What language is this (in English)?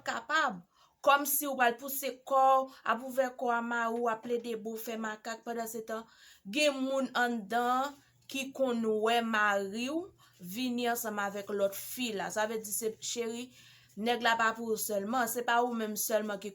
Haitian Creole